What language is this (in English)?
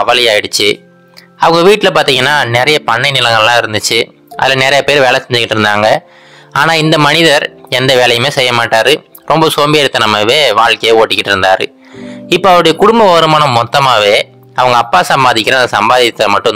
Tamil